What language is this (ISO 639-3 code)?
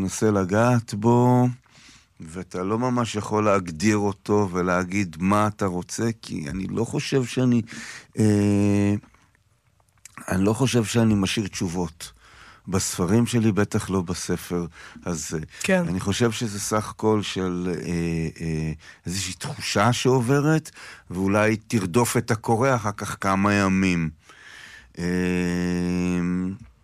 heb